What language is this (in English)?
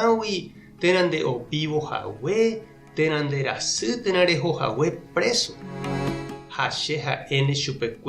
Guarani